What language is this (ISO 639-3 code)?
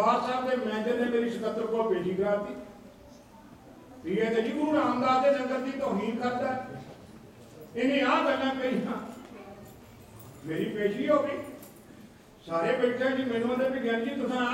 pan